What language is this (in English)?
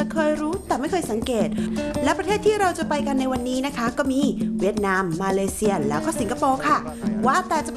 Thai